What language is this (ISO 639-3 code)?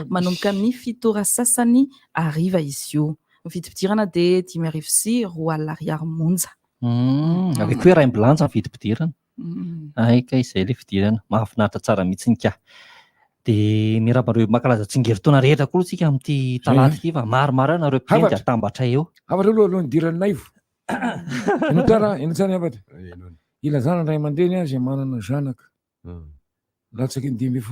mlg